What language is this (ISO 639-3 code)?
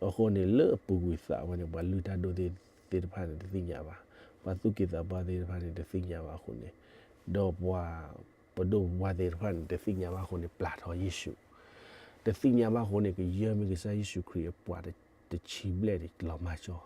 ksw